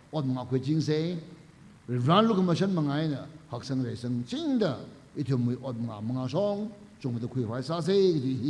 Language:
Tangkhul Naga (India)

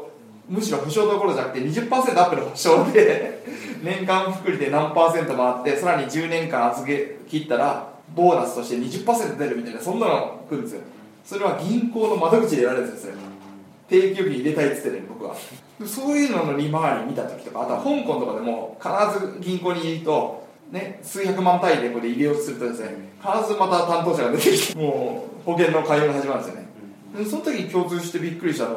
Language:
Japanese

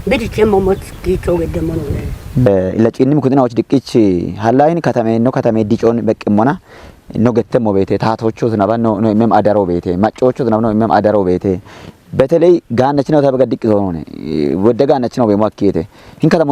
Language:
Kafa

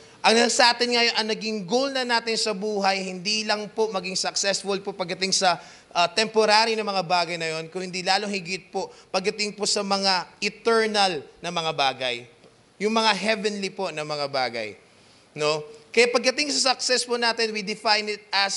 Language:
Filipino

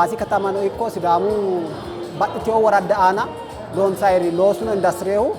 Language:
Sidamo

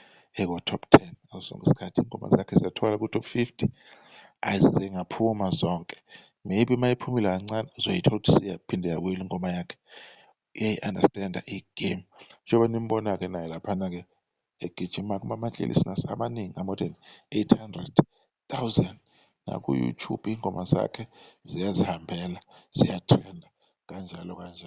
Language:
Zulu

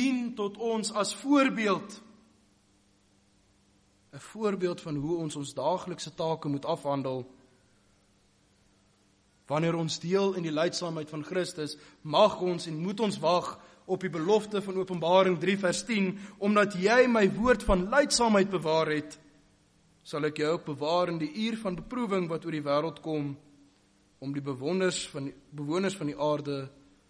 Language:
Afrikaans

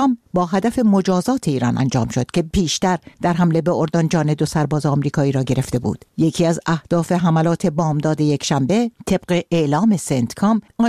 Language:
Persian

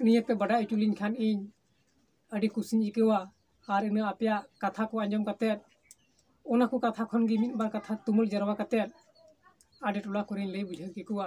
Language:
Santali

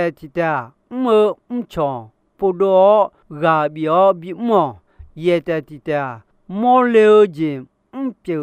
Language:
Akha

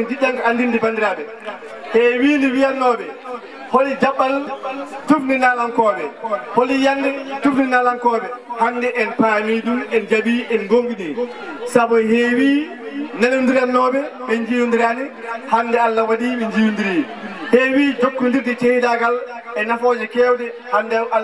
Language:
Fula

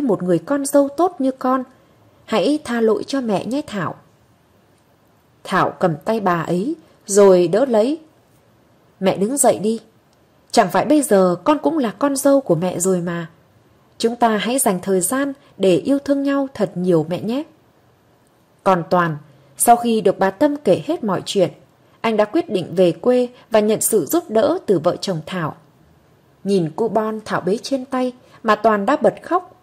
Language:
Vietnamese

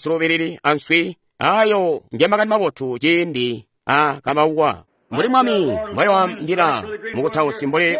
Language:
Tonga (Zambia)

